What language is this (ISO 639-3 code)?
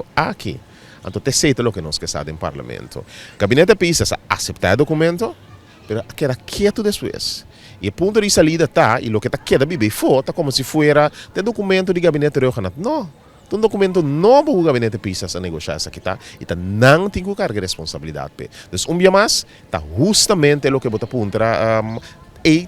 pap